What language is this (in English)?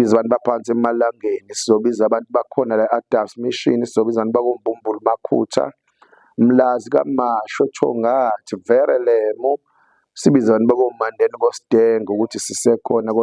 Zulu